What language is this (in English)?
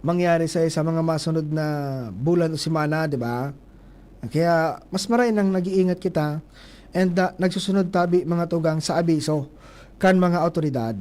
Bikol